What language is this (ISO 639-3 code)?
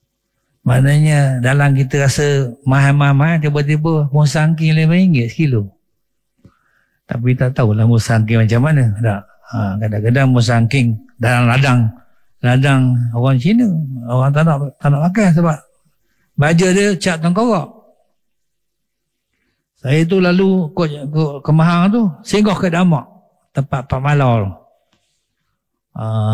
msa